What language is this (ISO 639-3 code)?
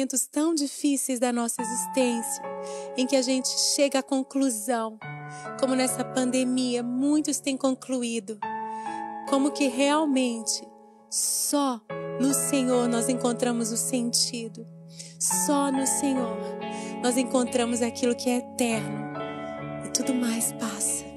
por